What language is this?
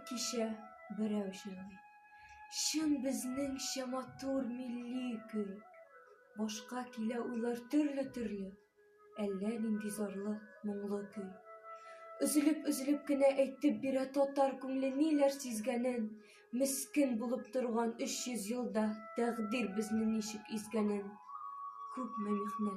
Tatar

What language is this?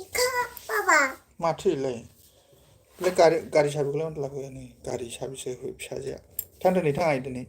Bodo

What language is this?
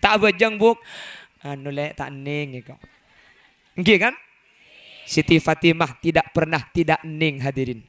Madurese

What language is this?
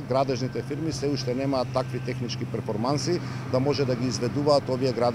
Macedonian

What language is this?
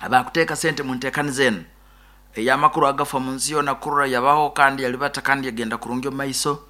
Nyoro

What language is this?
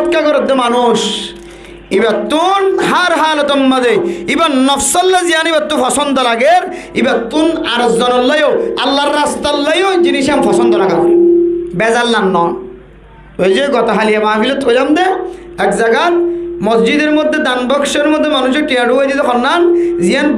Rohingya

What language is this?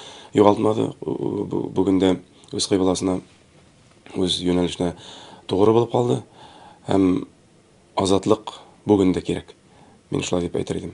Tatar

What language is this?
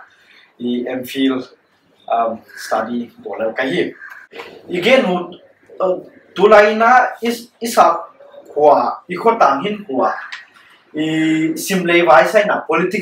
Paite Chin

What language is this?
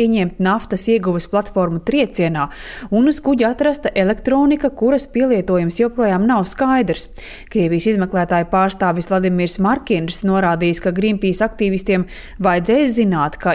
Latvian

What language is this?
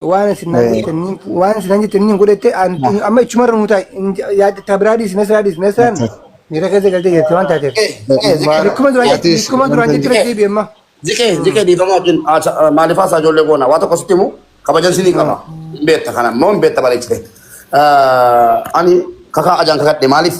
Oromo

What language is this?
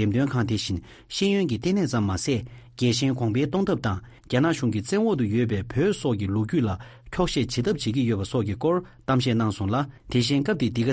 Tibetan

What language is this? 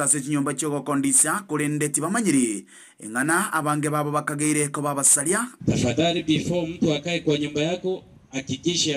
Gusii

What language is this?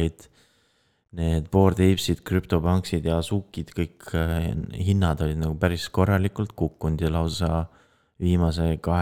Estonian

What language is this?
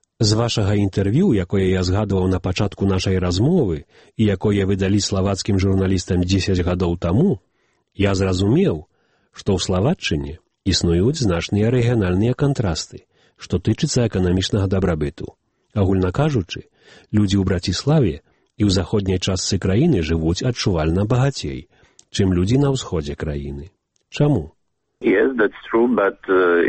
Belarusian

